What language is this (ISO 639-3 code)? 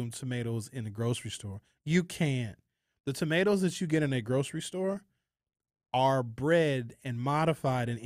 eng